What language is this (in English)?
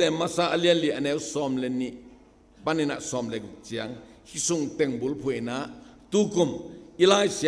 Tedim Chin